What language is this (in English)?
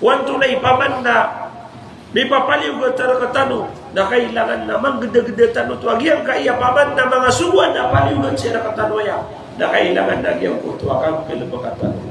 Maranao